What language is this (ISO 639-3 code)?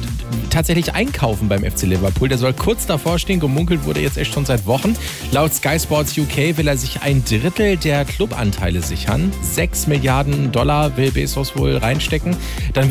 deu